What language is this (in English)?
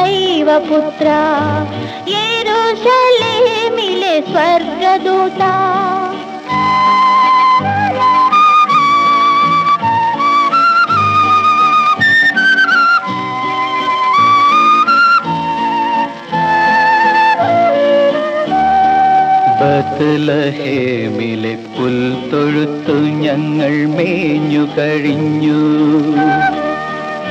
Malayalam